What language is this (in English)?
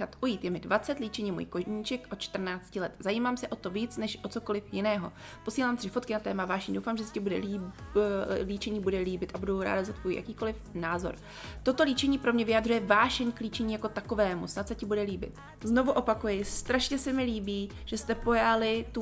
Czech